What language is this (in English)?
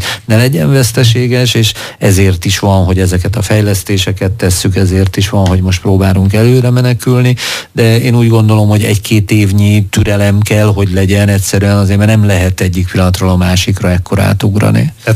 Hungarian